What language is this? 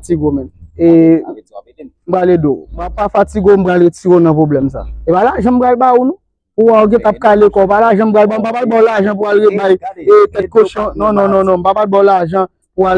Haitian Creole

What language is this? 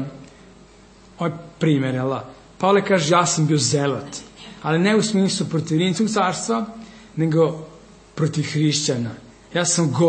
Serbian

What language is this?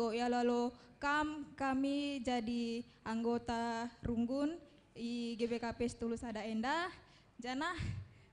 Batak Karo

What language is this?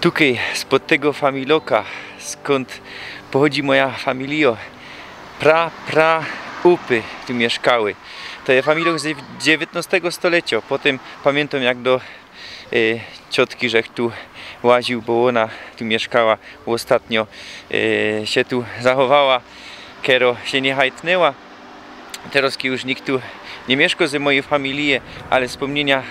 Silesian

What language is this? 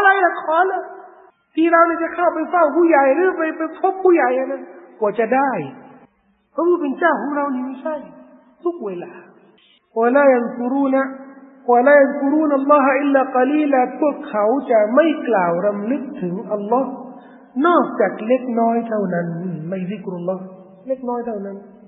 Thai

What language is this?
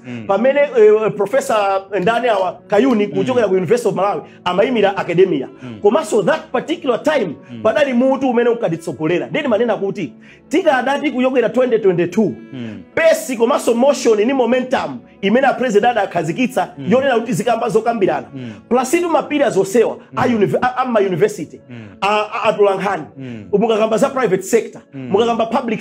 Nyanja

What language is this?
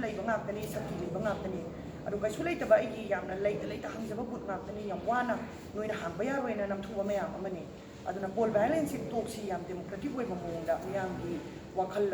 Manipuri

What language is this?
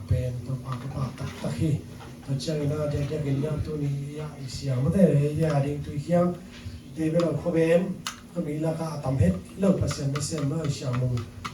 Tedim Chin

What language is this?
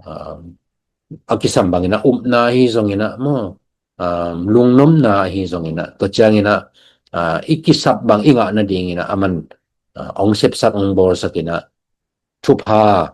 Tedim Chin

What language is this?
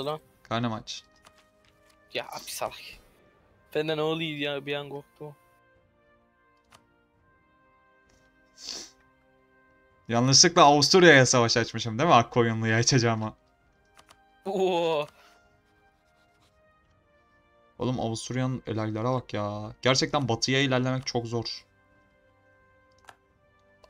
Turkish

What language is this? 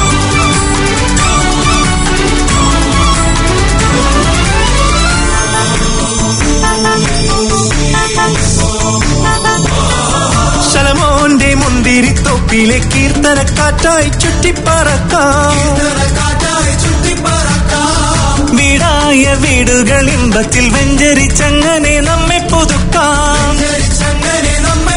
Malayalam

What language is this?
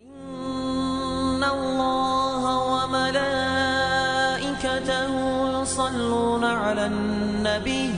Ingush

